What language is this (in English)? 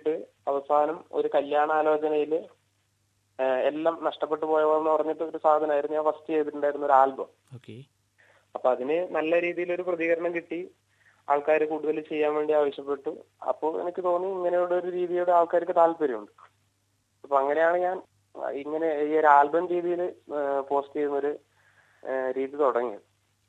Malayalam